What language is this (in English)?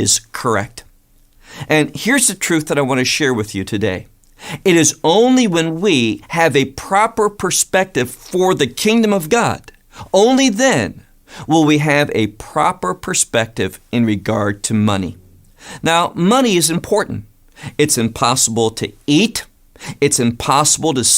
English